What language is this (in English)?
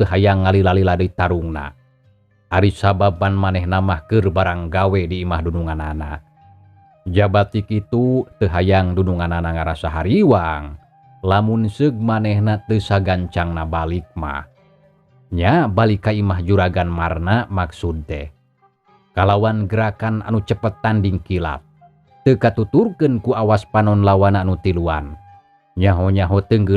Sundanese